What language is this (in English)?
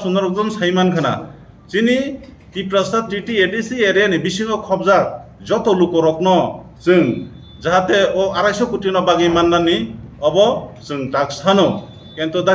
Kok Borok